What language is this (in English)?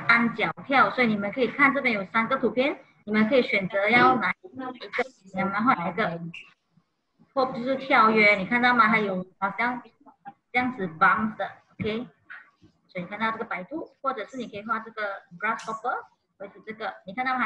Chinese